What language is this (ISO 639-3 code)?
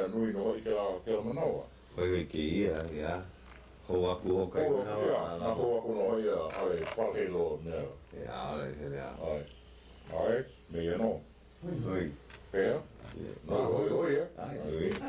haw